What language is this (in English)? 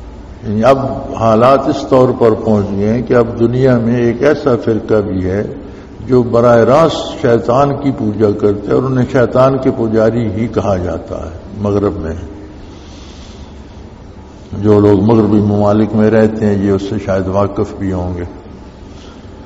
Urdu